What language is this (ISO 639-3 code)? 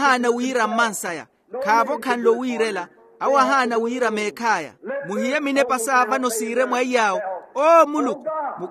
vmw